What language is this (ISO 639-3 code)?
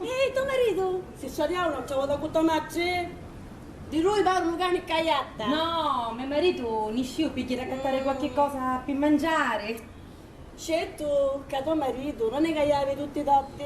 scn